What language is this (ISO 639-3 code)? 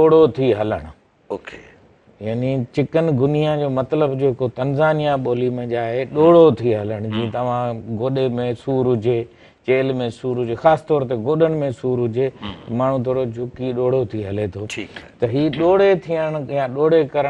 snd